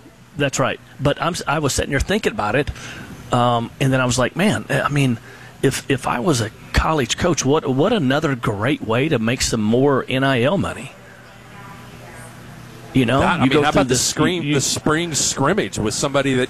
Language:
English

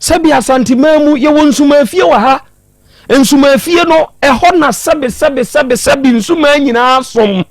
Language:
Akan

